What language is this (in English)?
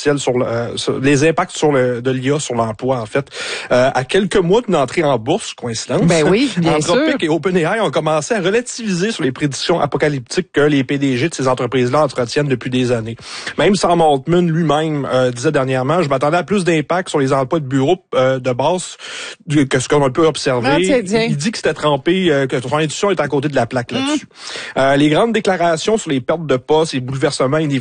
French